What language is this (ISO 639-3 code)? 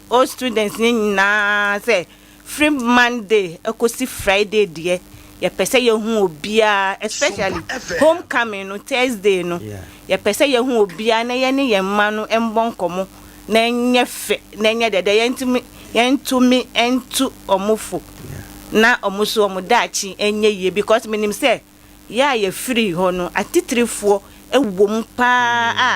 aka